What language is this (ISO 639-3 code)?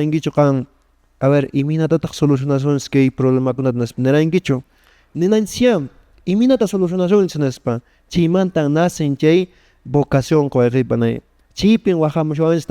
que